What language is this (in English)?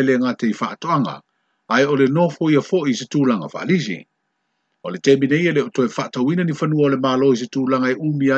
Samoan